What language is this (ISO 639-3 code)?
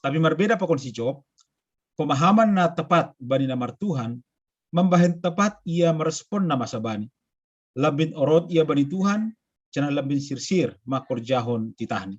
bts